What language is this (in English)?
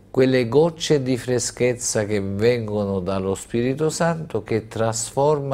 Italian